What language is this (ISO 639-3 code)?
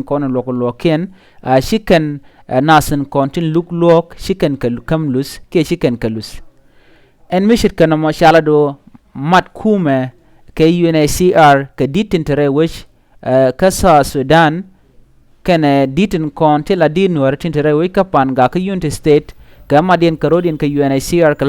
nus